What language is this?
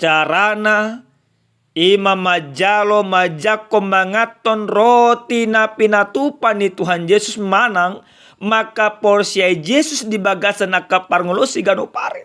Batak Toba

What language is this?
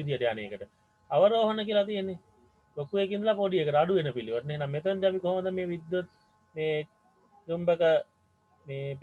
Sinhala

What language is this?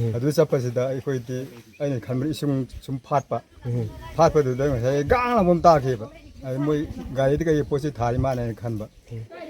Manipuri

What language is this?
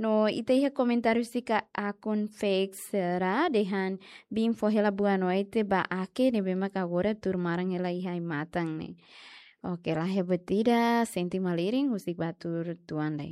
Tetum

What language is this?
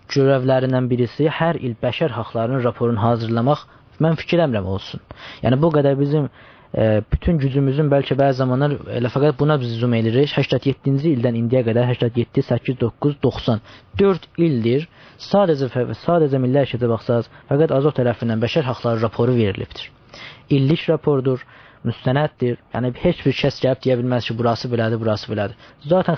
South Azerbaijani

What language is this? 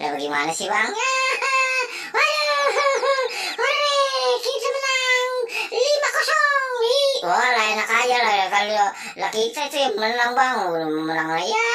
Betawi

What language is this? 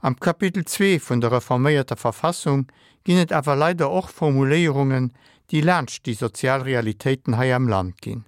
Luxembourgish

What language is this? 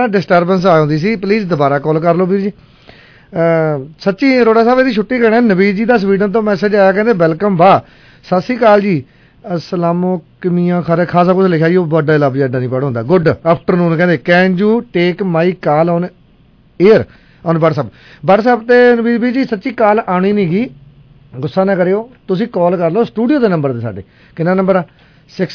Punjabi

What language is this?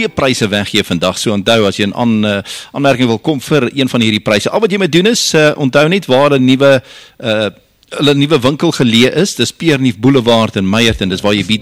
Afrikaans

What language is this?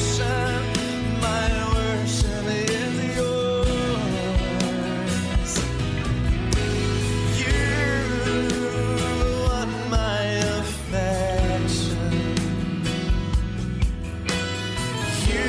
Estonian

